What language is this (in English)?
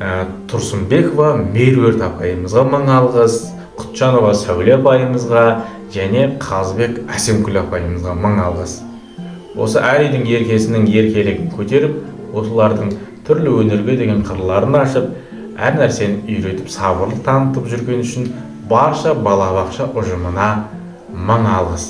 Kazakh